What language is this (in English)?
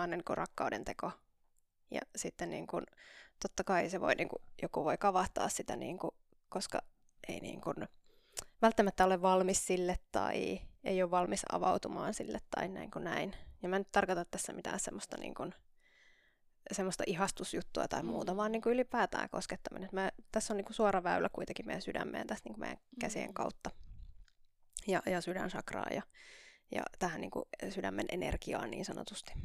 Finnish